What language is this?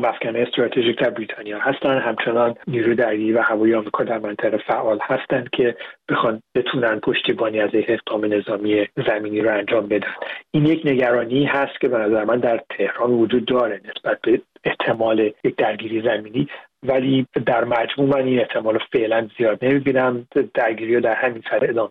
Persian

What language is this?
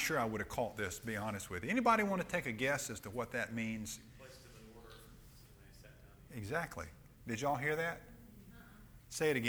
English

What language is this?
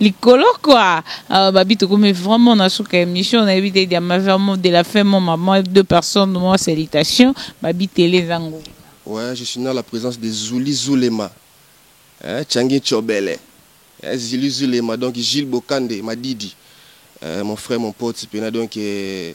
Lingala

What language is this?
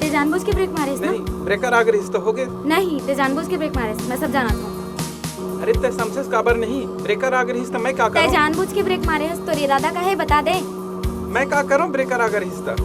Chhattisgarhi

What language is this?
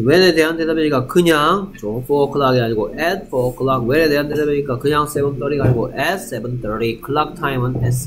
Korean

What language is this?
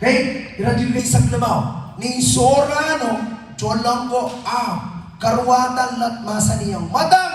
Pohnpeian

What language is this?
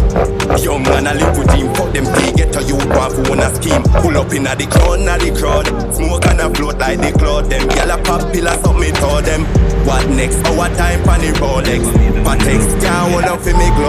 Jamaican Creole English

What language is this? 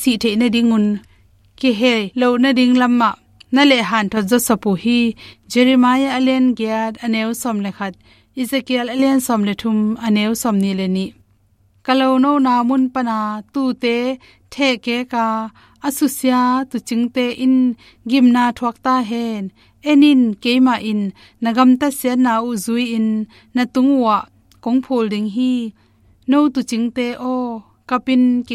Tedim Chin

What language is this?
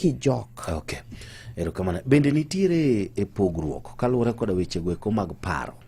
Luo (Kenya and Tanzania)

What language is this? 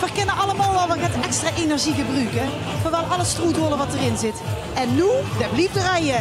Limburgish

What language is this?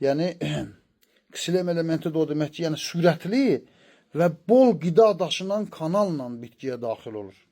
Azerbaijani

